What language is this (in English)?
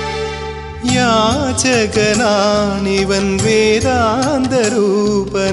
Malayalam